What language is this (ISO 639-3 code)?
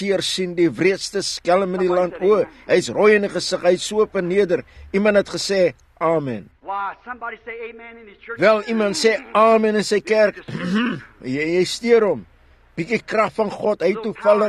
afr